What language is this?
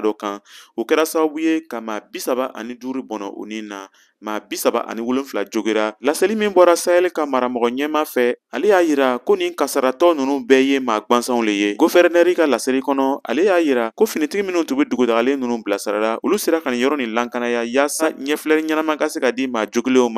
Bambara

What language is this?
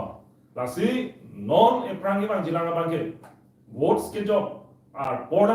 Karbi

